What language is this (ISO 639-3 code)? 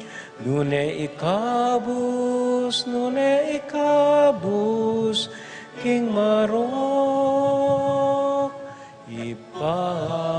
pam